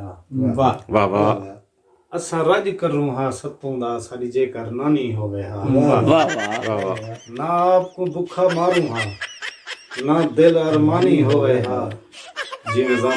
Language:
Saraiki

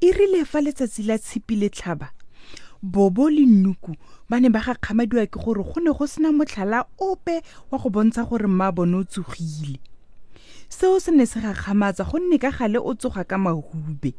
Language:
Tswana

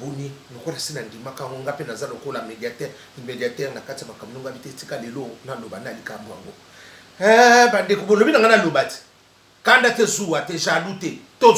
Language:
Lingala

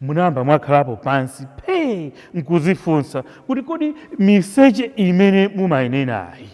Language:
Nyanja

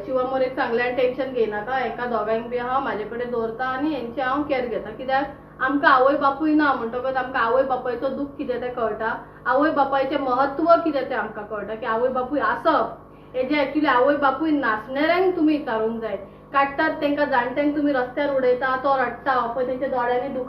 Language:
Konkani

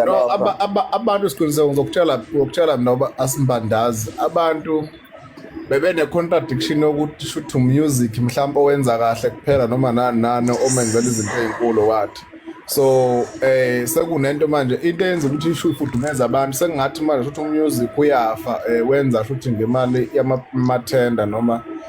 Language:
Zulu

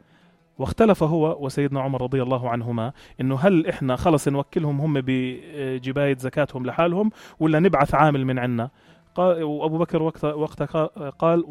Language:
North Levantine Arabic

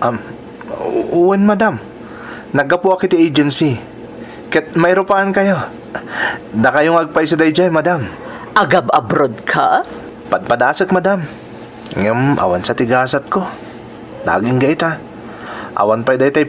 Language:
Iloko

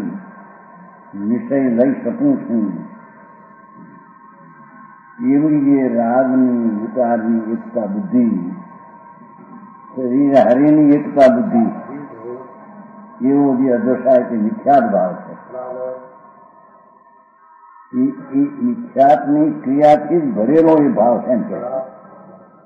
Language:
Gujarati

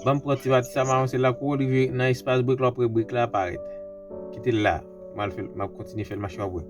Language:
Haitian Creole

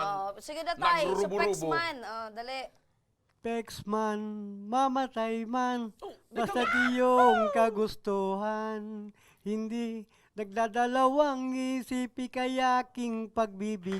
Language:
Bikol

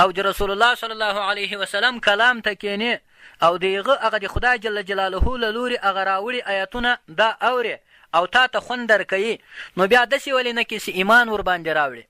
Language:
Pashto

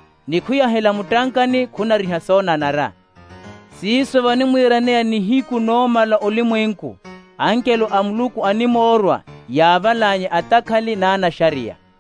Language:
Makhuwa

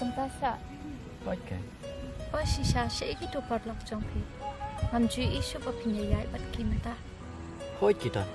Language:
Khasi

